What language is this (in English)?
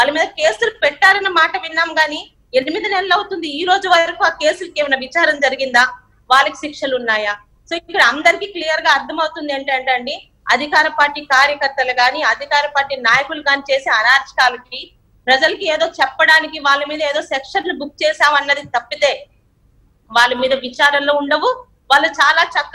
Telugu